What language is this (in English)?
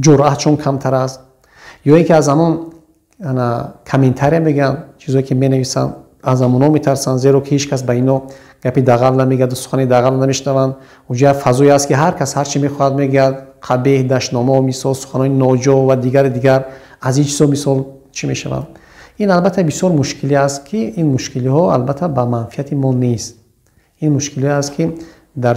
Tajik